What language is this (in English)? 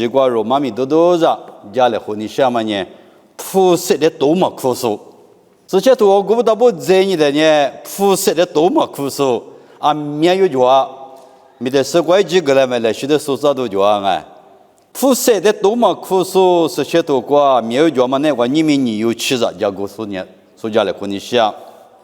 Lisu